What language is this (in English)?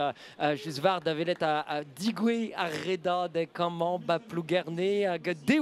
Breton